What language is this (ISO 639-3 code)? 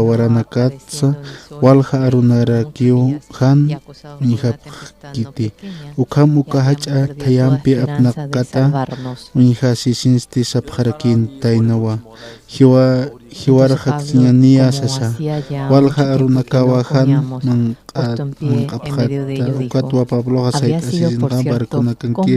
aym